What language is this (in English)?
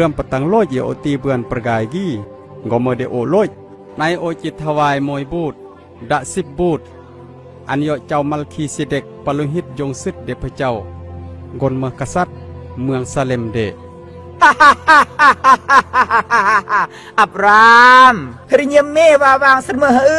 Khmu